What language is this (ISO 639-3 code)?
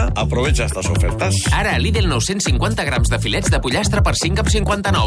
cat